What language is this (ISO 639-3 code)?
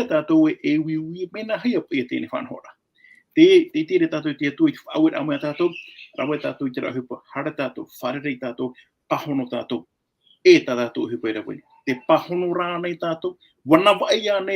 tah